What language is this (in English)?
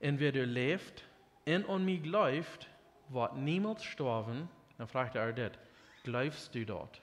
Plautdietsch